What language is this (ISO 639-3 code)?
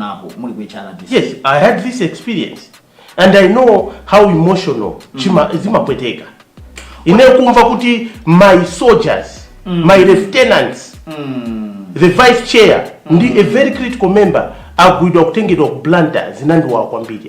nya